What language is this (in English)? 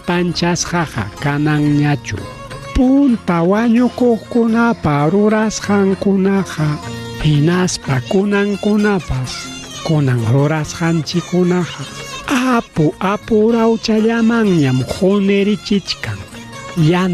Ayacucho Quechua